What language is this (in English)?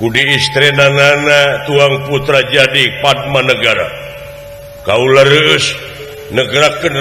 Sundanese